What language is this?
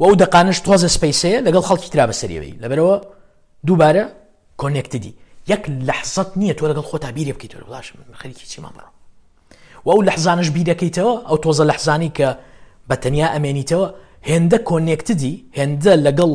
Central Kurdish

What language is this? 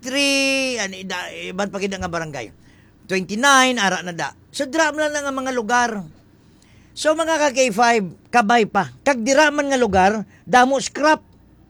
Hiligaynon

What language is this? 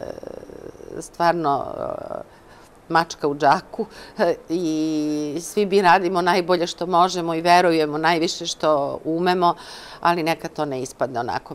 Serbian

